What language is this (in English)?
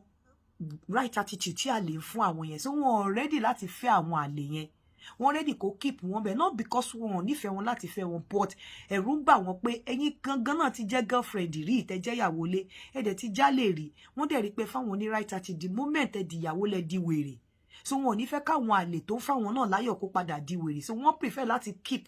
Yoruba